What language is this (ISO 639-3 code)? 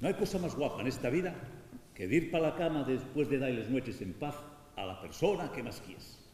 ast